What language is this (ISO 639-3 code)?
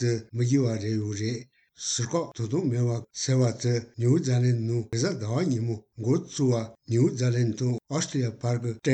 bod